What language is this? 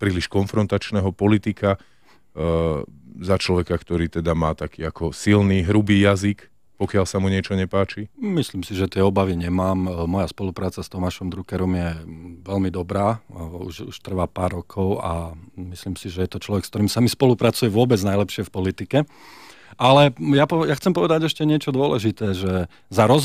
Slovak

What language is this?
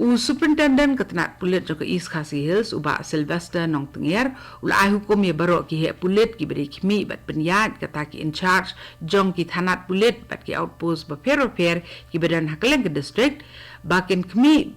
Khasi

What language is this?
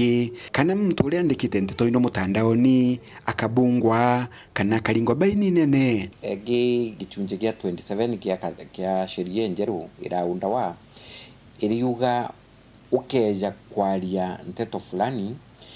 Meru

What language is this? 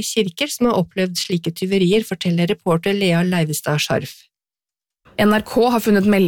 Norwegian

